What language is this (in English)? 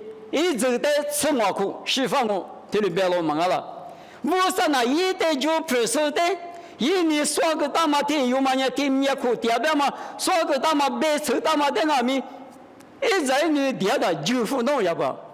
Lisu